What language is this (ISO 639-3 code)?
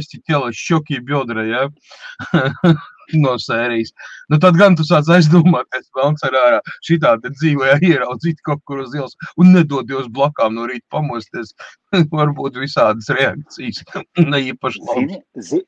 lav